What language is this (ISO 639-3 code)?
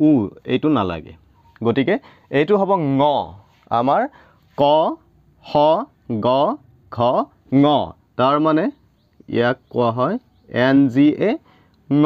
asm